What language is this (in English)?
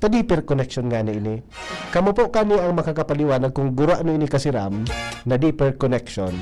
Bikol